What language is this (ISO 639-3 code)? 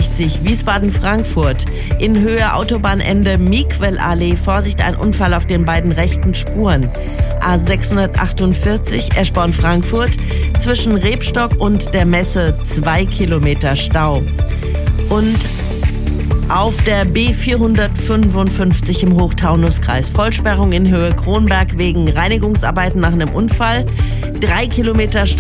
deu